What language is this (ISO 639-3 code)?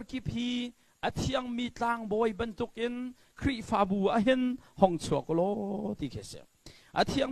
cnh